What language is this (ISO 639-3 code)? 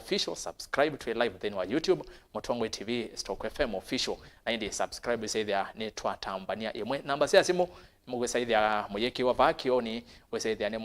kam